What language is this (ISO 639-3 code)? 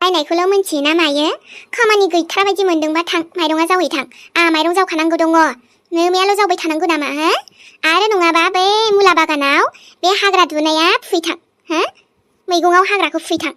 brx